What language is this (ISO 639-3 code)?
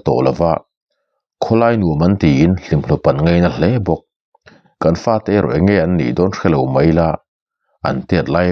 lus